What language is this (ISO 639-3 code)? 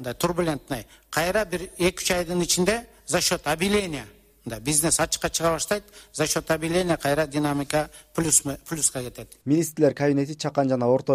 kir